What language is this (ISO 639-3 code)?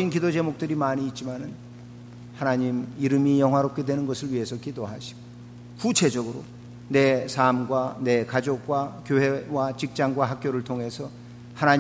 kor